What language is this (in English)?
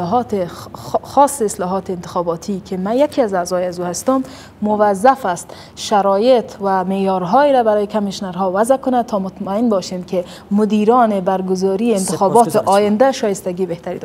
Persian